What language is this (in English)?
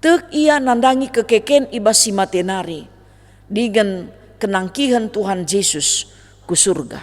Batak Karo